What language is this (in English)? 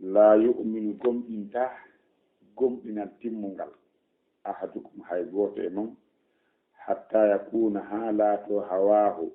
Fula